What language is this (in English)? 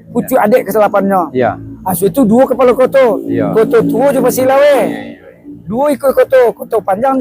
Minangkabau